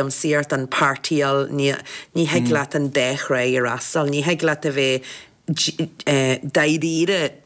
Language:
Irish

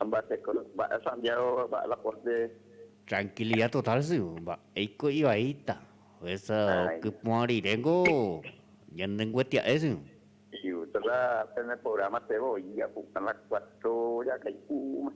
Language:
Guarani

